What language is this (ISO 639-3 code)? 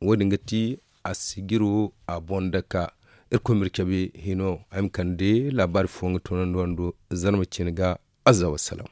dje